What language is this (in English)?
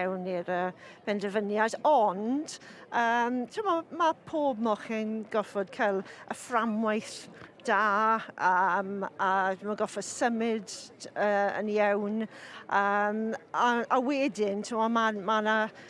Welsh